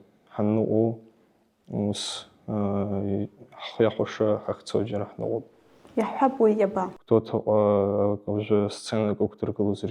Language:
Abkhazian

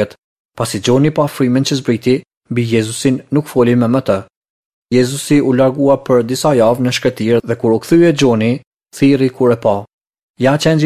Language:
Albanian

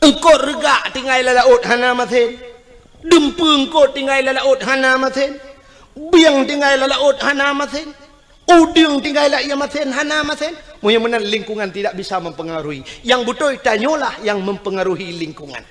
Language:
Achinese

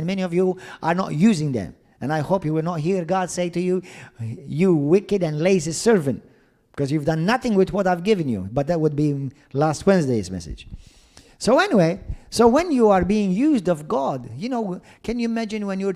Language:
English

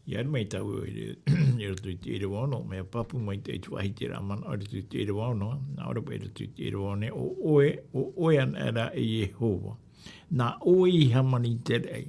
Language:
Tahitian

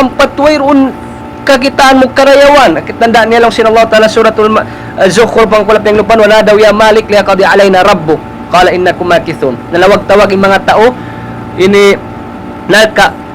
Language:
Tausug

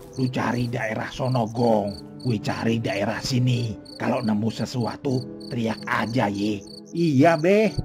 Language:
Betawi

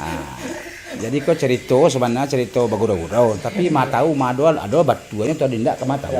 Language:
Minangkabau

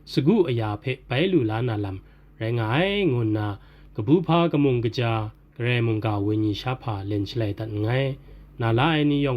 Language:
Kachin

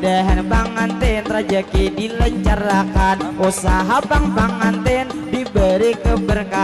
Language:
Banjar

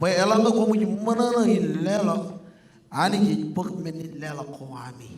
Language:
Marshallese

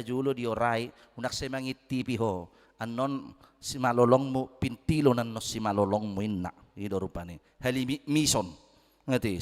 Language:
Batak Toba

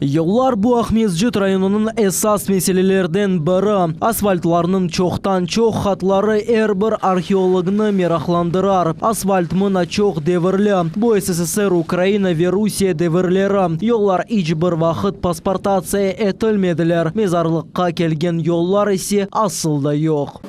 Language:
Crimean Tatar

